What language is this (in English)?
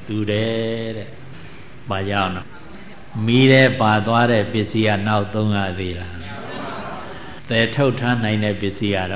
Burmese